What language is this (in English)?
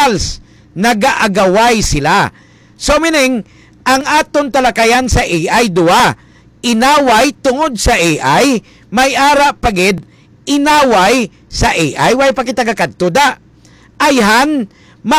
Hiligaynon